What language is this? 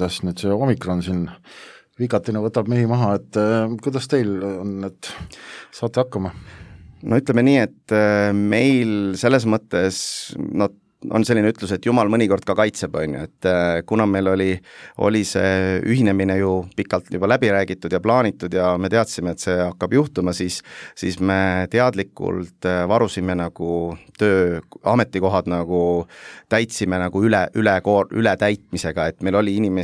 Estonian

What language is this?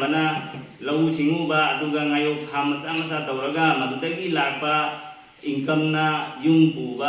Manipuri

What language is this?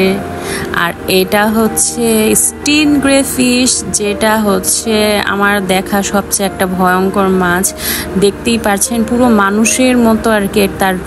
Bangla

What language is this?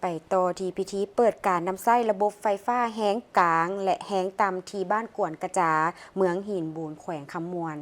Lao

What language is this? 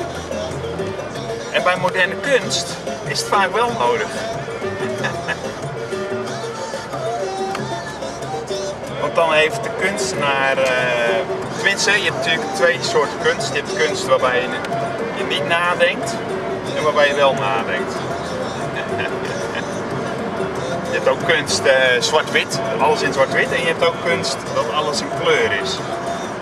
Dutch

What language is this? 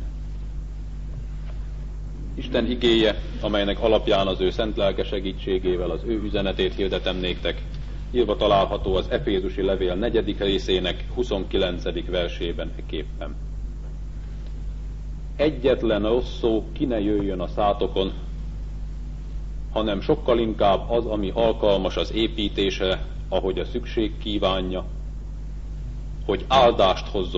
Hungarian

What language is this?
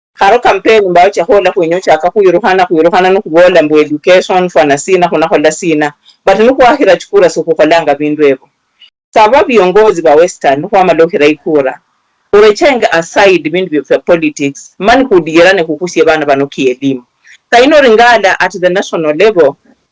Luyia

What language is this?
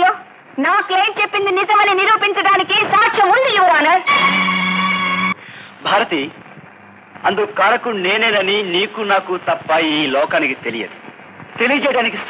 Telugu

